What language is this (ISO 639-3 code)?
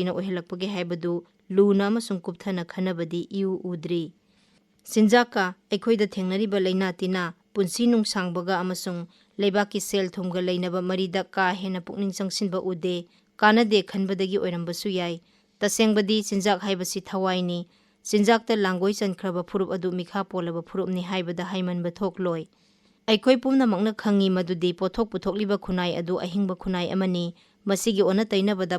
mni